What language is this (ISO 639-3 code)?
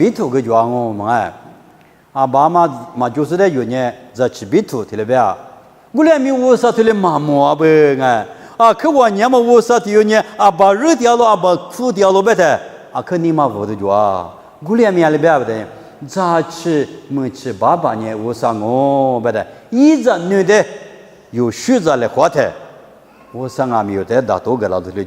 lis